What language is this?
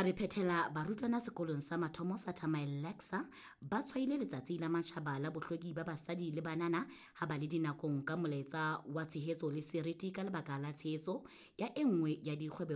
Southern Sotho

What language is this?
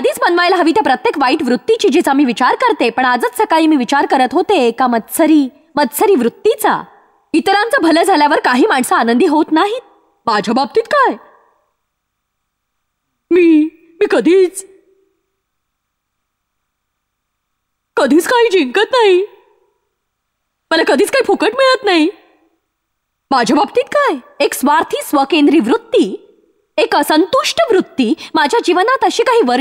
Marathi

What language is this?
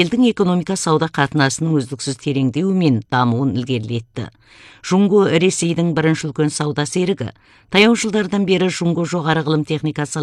Kazakh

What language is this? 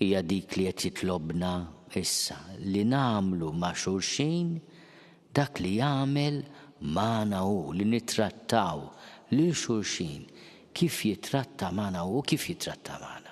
Maltese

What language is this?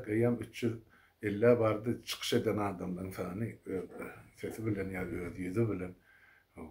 Turkmen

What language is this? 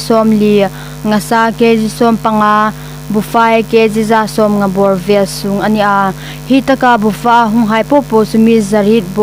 Hmar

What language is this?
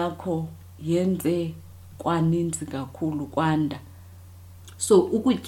Xhosa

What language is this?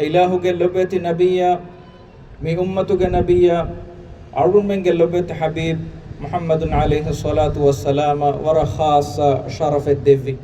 Divehi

